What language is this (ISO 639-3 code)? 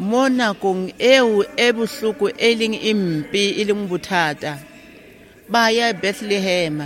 tsn